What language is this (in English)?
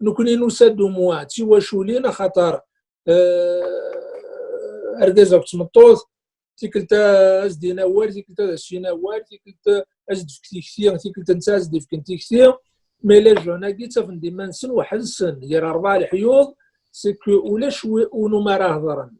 Kabyle